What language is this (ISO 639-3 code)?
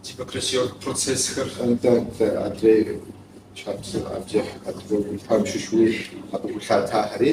kbd